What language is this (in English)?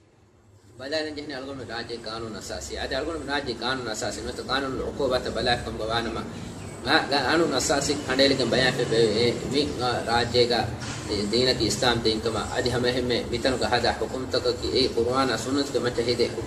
Divehi